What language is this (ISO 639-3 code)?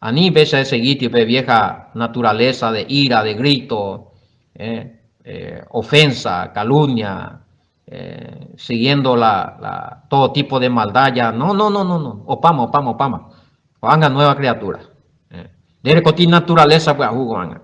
grn